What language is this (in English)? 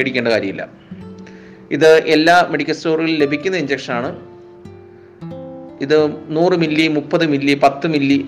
Malayalam